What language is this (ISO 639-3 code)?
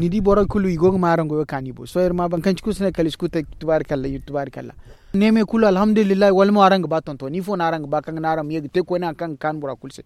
dje